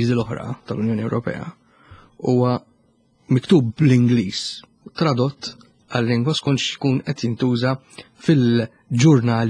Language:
Maltese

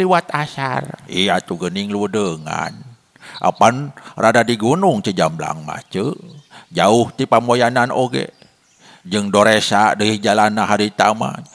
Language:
Sundanese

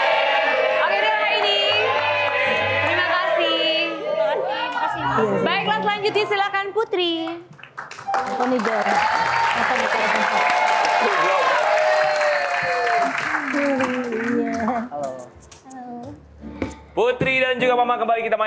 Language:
Indonesian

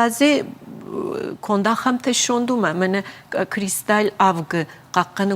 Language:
Ossetic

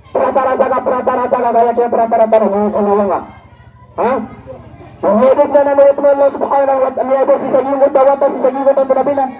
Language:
Maranao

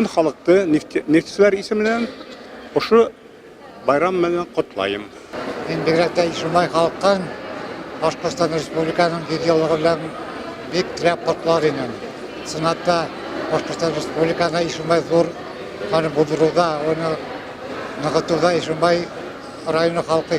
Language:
Bashkir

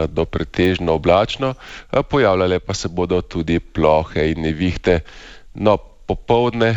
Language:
Slovenian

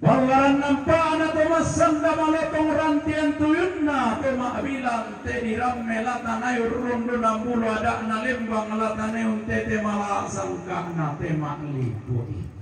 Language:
Toraja-Sa'dan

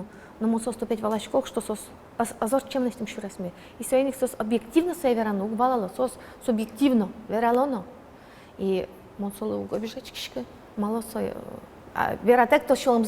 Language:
Udmurt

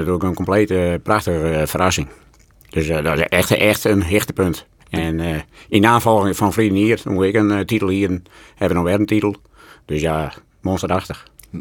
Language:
Western Frisian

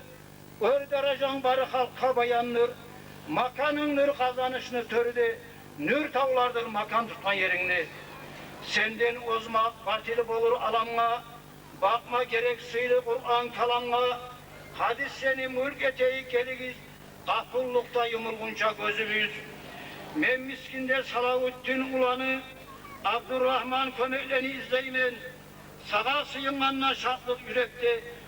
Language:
Kumyk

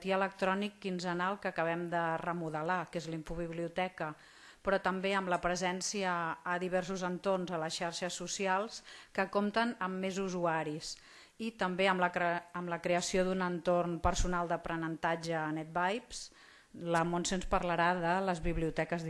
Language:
Catalan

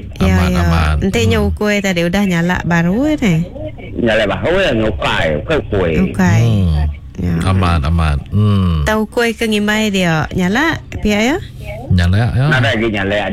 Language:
Iban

